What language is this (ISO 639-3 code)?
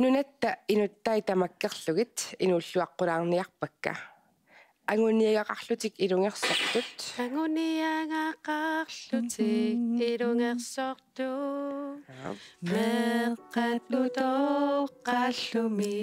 kal